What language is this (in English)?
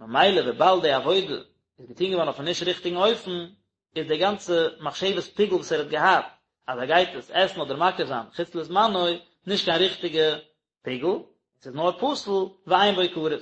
Yiddish